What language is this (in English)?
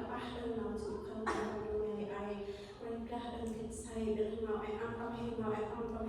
Central Mnong